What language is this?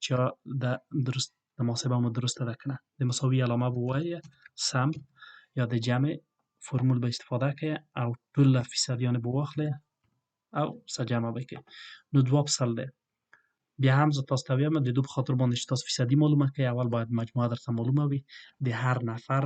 Pashto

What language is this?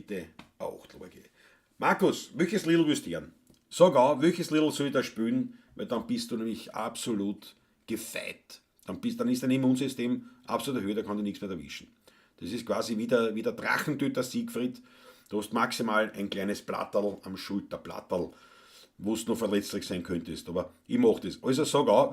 Bavarian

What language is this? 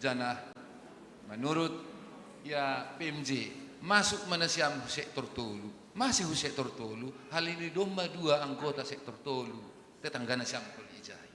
Batak Simalungun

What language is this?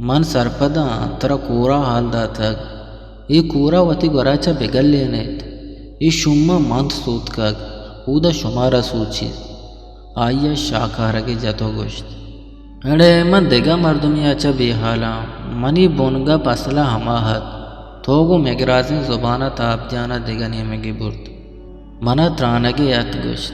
Eastern Balochi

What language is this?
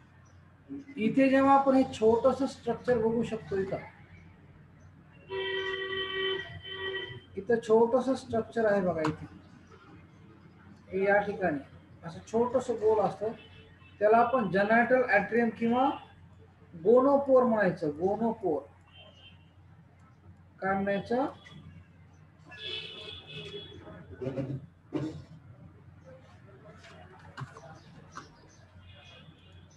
Marathi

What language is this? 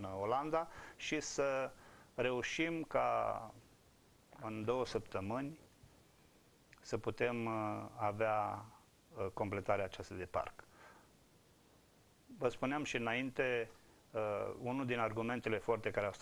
Romanian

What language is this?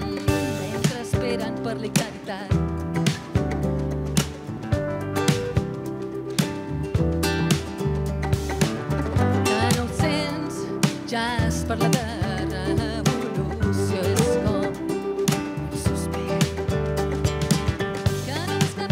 Catalan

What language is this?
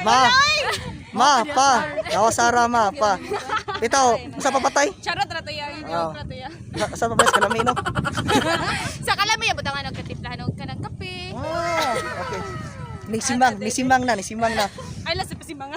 Cebuano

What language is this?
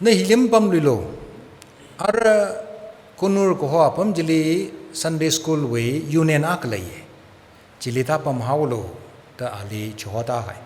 Tangkhul Naga (India)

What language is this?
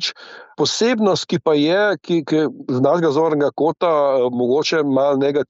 Slovenian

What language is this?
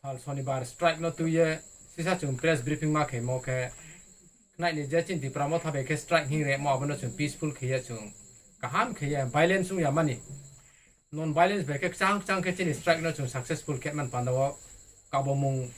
Riang (India)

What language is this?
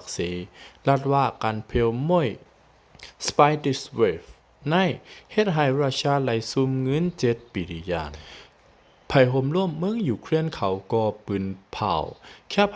Lao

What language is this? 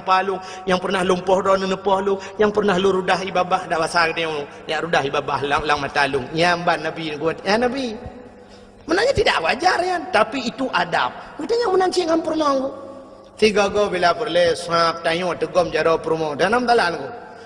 Achinese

